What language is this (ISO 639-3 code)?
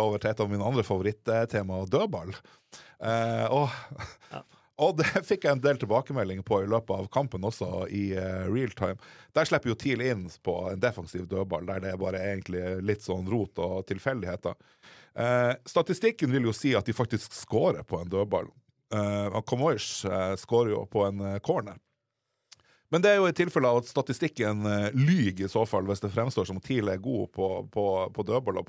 nor